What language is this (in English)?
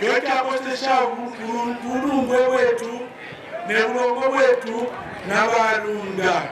Kaonde